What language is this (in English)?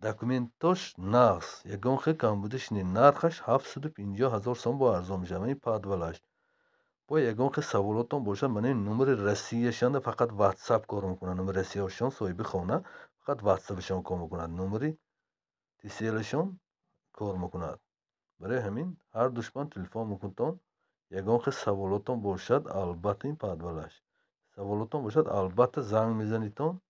Tajik